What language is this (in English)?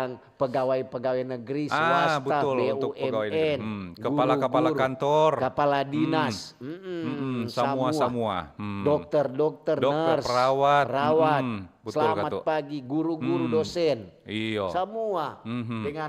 Manado Malay